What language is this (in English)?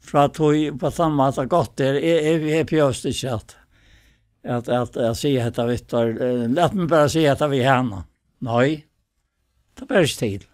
Faroese